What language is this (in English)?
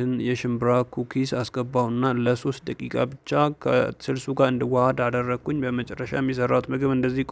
Amharic